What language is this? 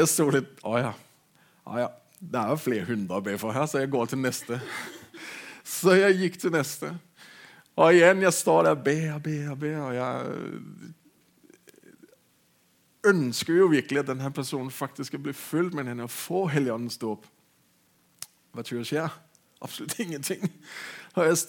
Norwegian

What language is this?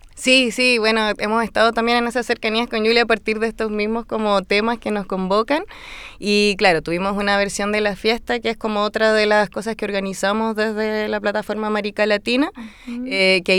Spanish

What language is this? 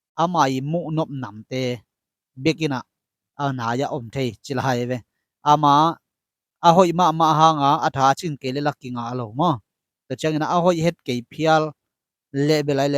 Tedim Chin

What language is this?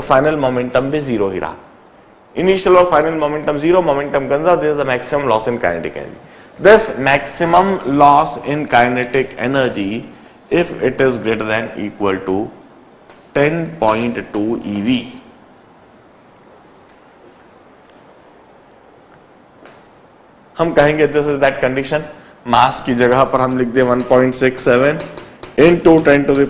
Hindi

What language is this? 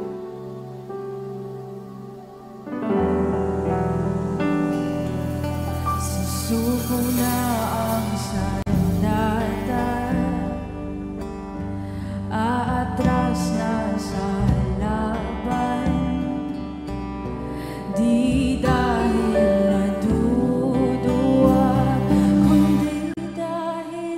Filipino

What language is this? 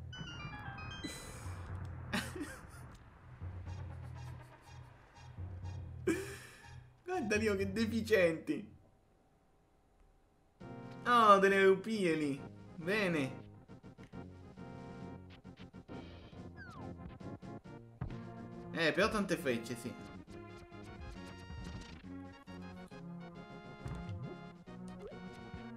Italian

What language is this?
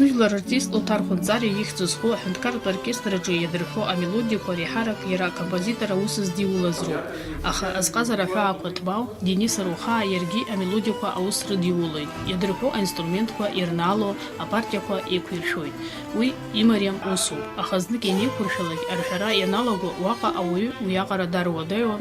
Abkhazian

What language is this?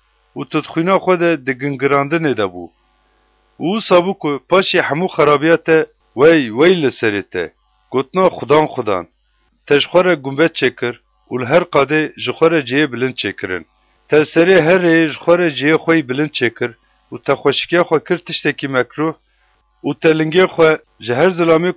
Kurdish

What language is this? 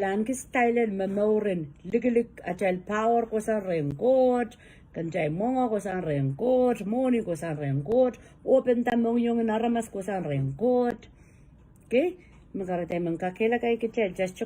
Pohnpeian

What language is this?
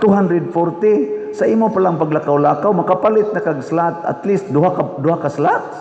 Cebuano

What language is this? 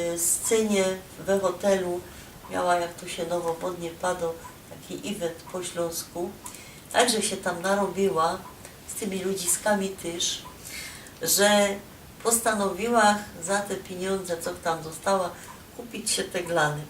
Silesian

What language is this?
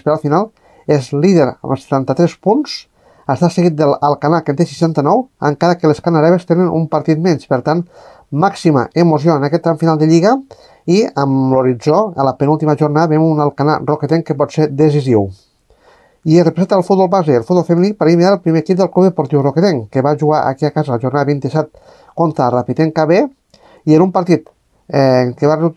Catalan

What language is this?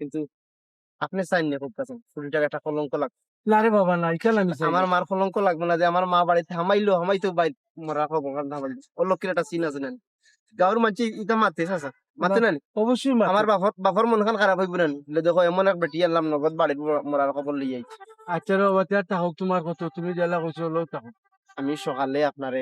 Sylheti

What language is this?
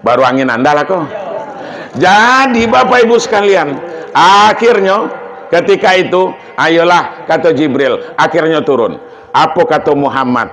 Minangkabau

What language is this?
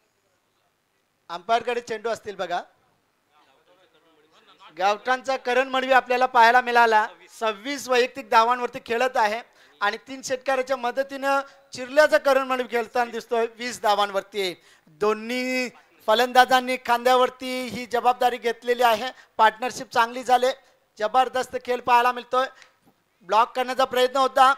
Marathi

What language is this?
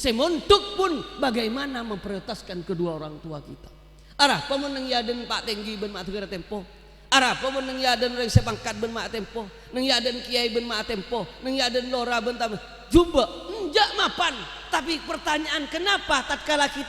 Madurese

